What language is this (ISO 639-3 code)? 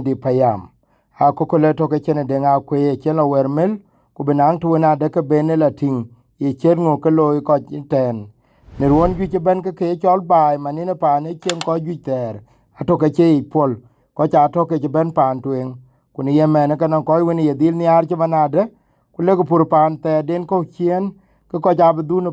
din